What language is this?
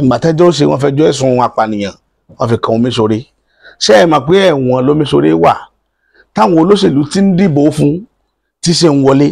Yoruba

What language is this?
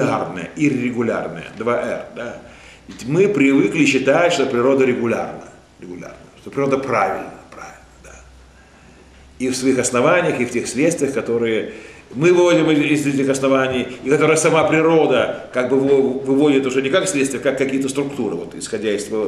Russian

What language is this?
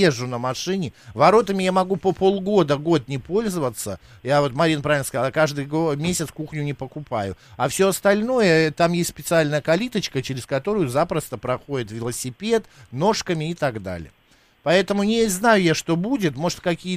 Russian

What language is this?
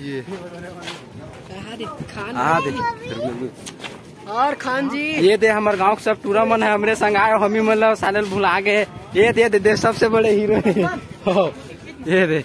Chhattisgarhi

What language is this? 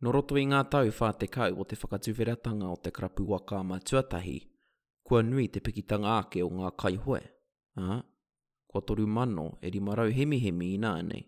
Māori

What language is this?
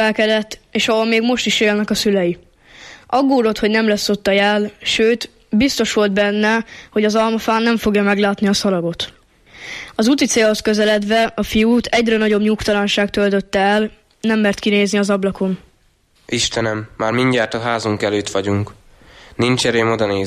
Hungarian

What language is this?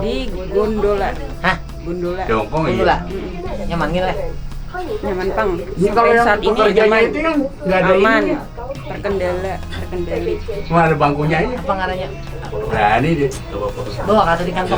Banjar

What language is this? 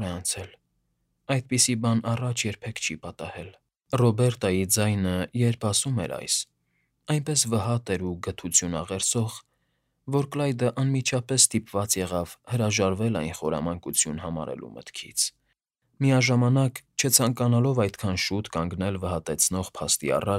Armenian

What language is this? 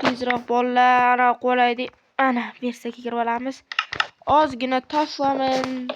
Uzbek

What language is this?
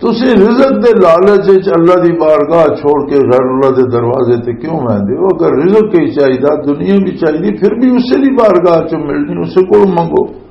Western Panjabi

